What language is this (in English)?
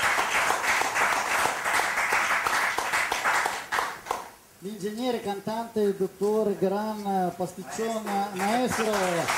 Italian